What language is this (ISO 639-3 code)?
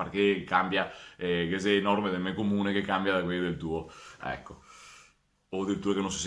vec